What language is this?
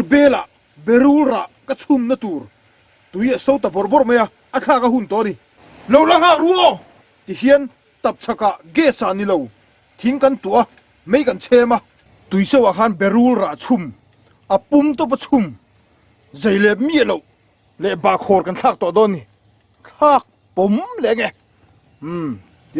Mizo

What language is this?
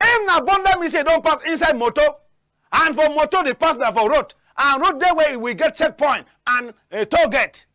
Cameroon Pidgin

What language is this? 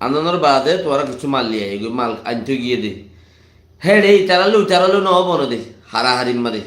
Rohingya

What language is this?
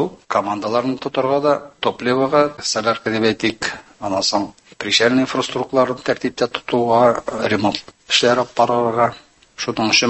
Tatar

